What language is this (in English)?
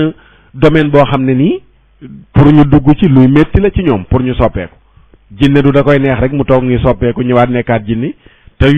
Wolof